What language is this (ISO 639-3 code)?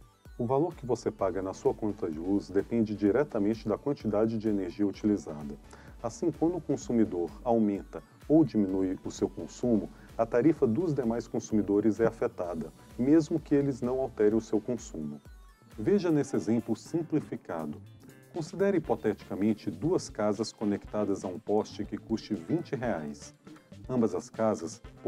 por